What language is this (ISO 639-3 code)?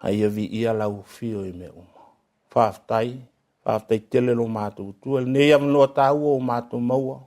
smo